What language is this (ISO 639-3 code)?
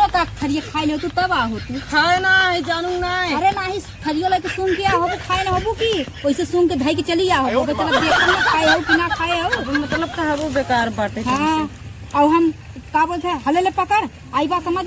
awa